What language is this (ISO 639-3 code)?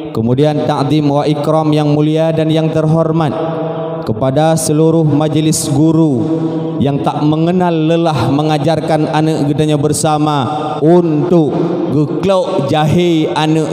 ace